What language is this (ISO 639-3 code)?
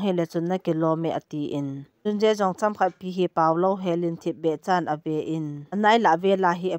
tcz